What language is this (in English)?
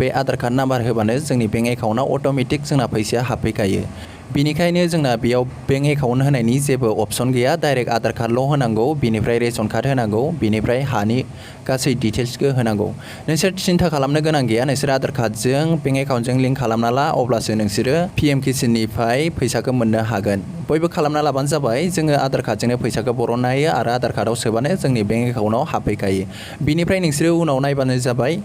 Bodo